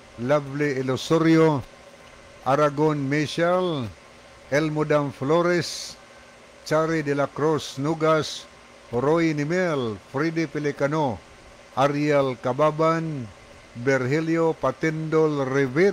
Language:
Cebuano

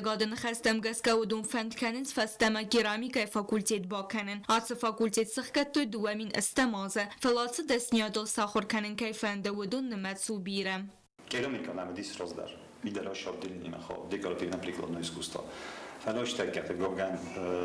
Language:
Ossetic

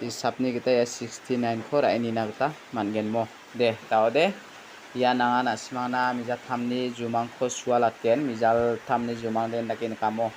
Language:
Garo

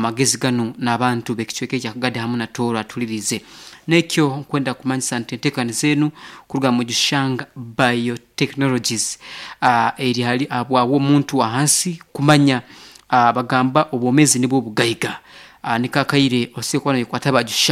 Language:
Nyankole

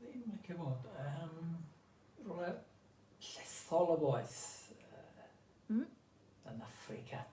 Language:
Welsh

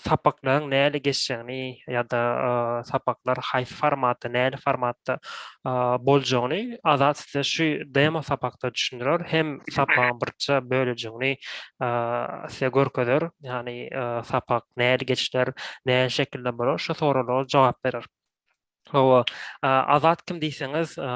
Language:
Turkmen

